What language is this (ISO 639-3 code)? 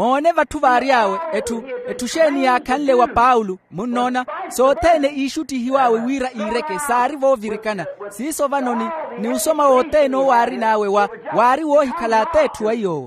vmw